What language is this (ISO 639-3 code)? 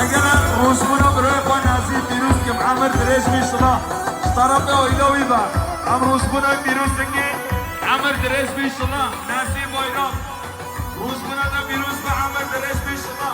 kur